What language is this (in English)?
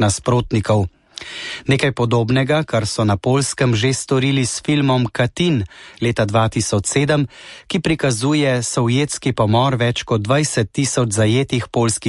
Slovenian